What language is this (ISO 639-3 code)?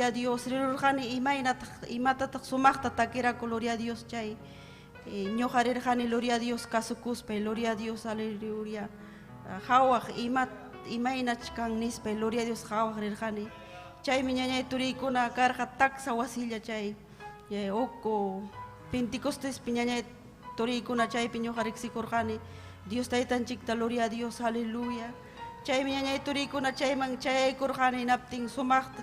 quy